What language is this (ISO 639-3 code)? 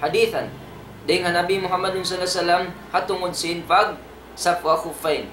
tsg